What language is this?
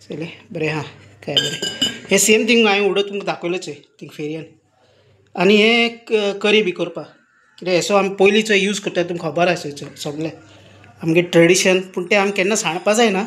Konkani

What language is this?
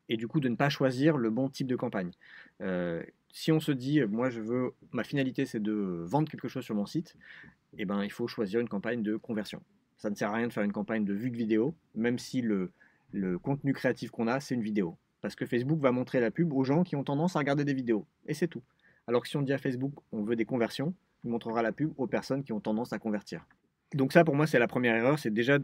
French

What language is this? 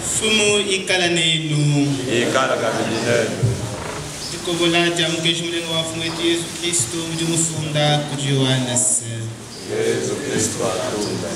Luba-Lulua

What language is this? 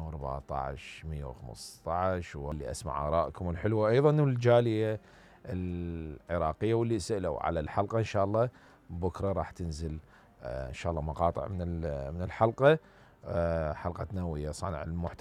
Mesopotamian Arabic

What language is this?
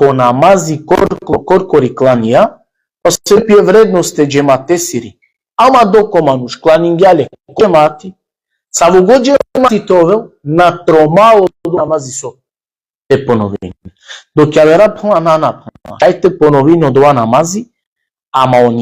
Balkan Romani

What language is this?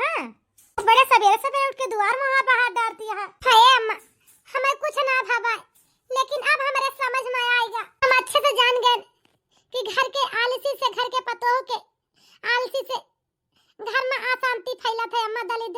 Awadhi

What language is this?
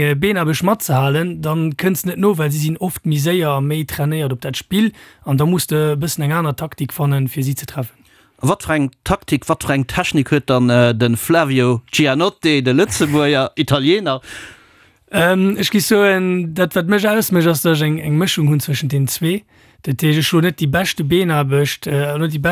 Luxembourgish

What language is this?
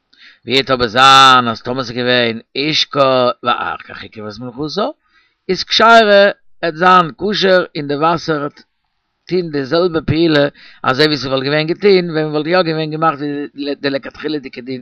Yiddish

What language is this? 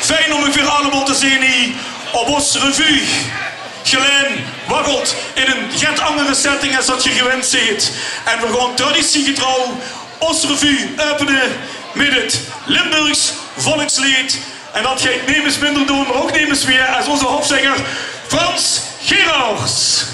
Limburgish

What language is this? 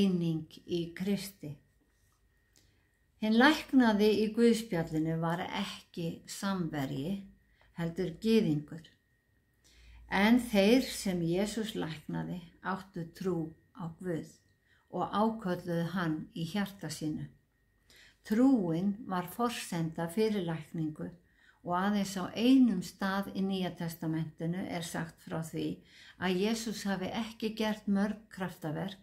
Icelandic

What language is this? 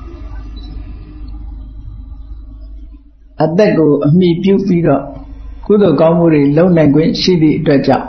Burmese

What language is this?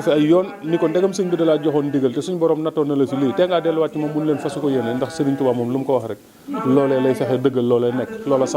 Wolof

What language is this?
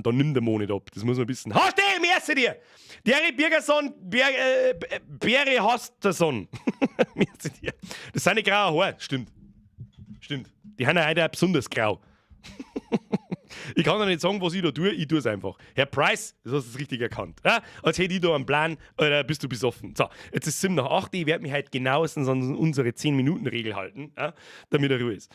Bavarian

